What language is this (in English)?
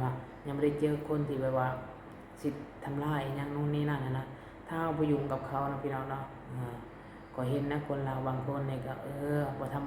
Lao